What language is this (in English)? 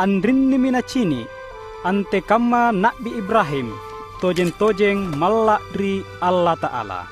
Makasar